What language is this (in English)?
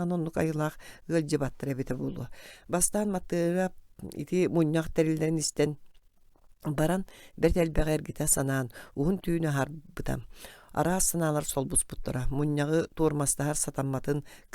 Yakut